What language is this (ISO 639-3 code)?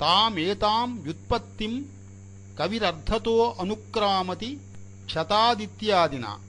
san